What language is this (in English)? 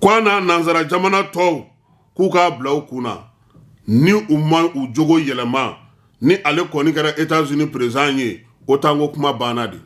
Bambara